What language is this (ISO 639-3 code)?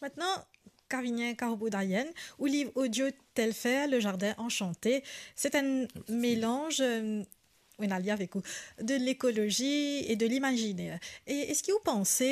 mfe